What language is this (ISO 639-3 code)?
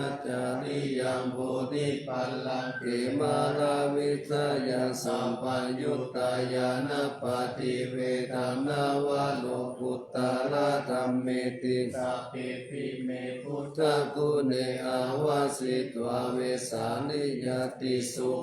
pli